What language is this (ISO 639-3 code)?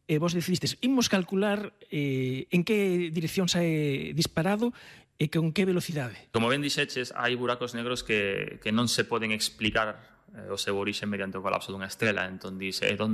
glg